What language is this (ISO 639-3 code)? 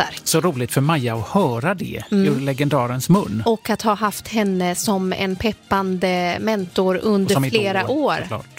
swe